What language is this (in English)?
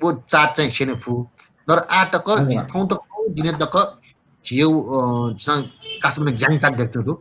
Newari